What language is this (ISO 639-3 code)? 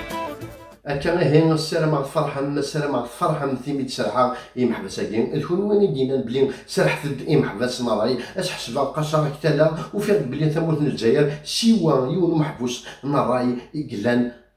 kab